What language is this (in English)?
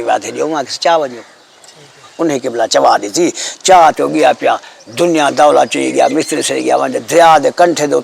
Saraiki